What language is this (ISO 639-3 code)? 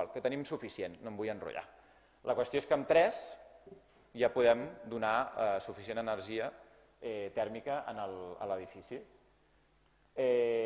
cat